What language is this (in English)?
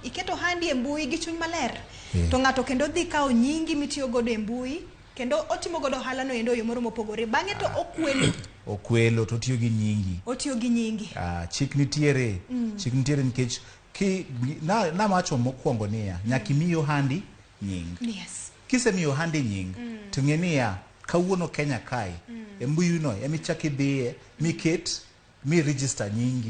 Luo (Kenya and Tanzania)